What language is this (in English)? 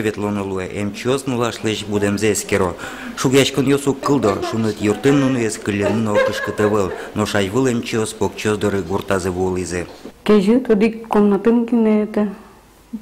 Udmurt